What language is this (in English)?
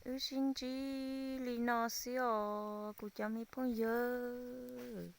Hmong